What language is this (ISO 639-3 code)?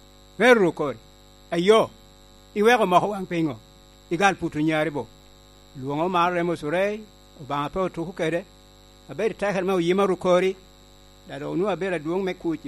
laj